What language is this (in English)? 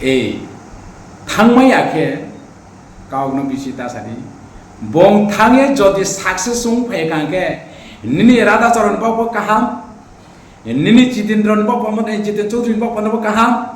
Riang (India)